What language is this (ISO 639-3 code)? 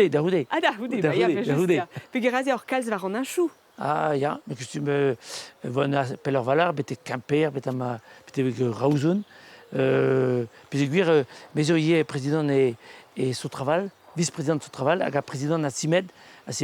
bre